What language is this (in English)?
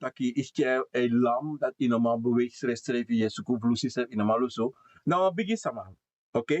Sranan Tongo